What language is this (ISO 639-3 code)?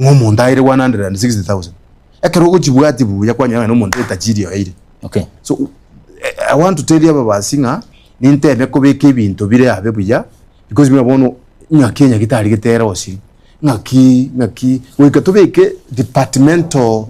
guz